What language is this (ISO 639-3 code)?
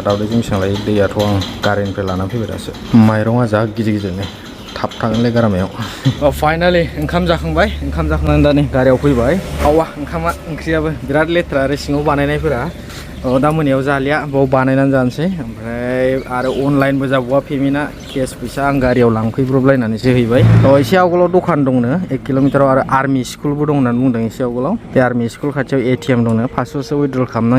brx